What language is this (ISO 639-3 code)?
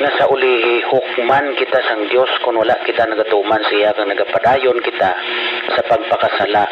hil